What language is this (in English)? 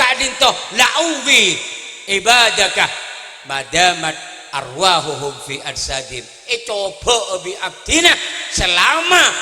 Madurese